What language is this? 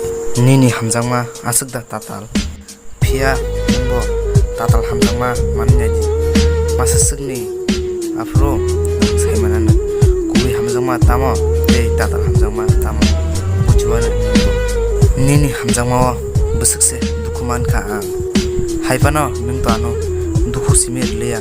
Kok Borok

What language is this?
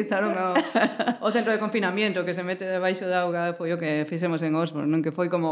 Galician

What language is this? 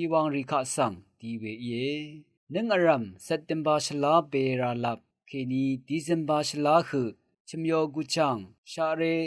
Rawang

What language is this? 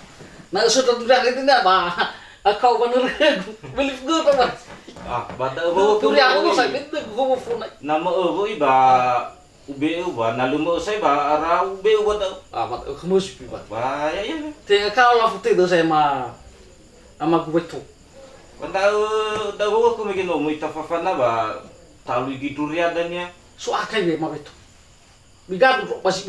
Nias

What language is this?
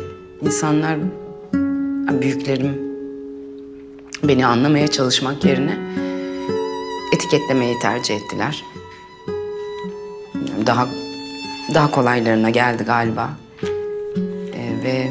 Turkish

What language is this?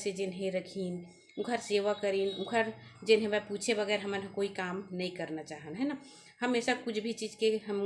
Chhattisgarhi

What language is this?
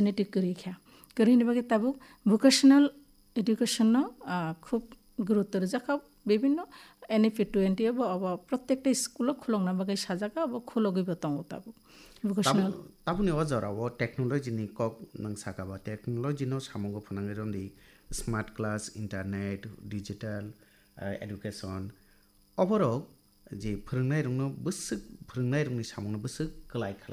Kok Borok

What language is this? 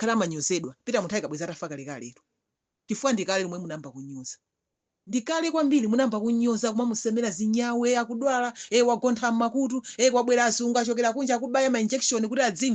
Nyanja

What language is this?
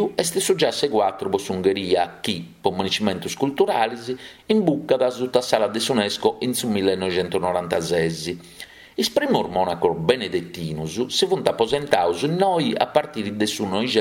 Sardinian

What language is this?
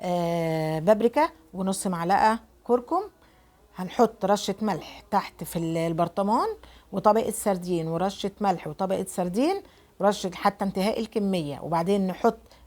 Egyptian Arabic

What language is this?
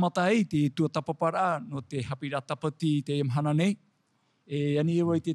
Tahitian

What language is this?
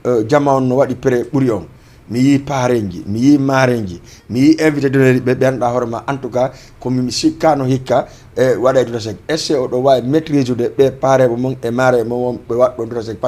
Fula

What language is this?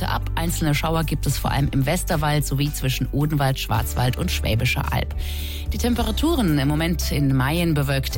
German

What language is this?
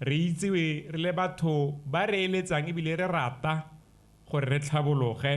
Tswana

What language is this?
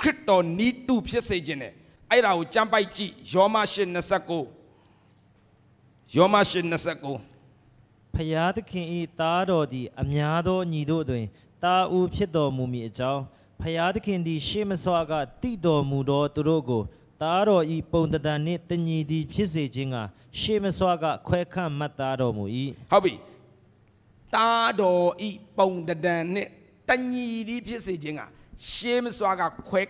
Burmese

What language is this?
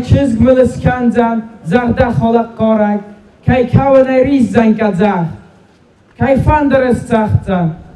Ossetic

